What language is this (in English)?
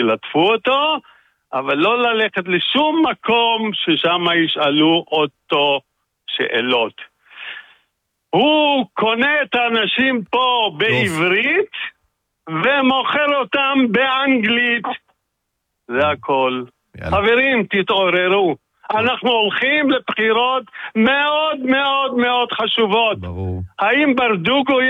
Hebrew